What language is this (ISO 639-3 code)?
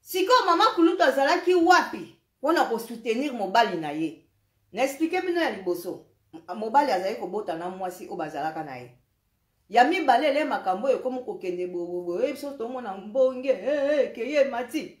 lin